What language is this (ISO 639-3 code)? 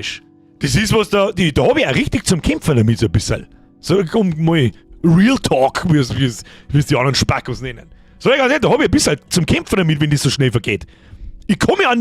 bar